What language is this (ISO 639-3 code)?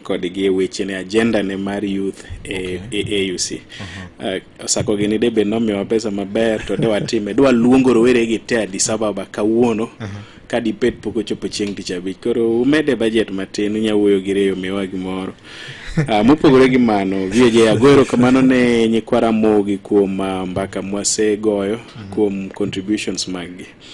luo